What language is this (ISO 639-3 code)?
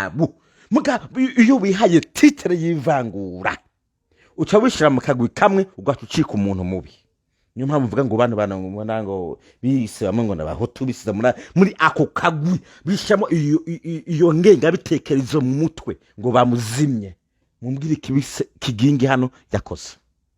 run